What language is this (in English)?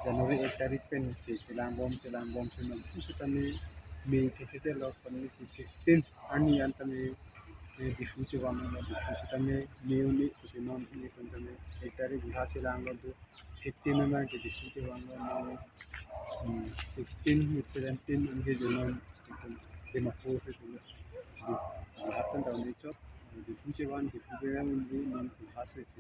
Karbi